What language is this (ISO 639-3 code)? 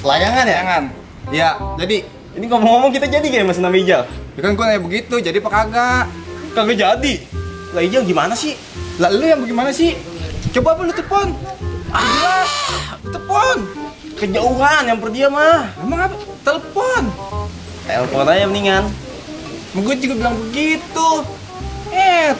bew